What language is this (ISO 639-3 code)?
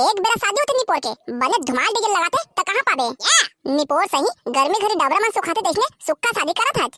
hne